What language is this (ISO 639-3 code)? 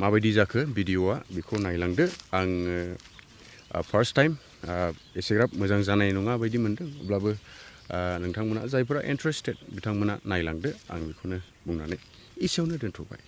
brx